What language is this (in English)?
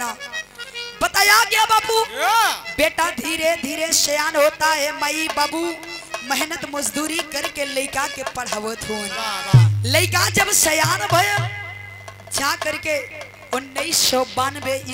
Bhojpuri